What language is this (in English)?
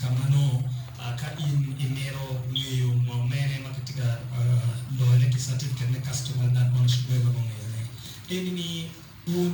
Acoli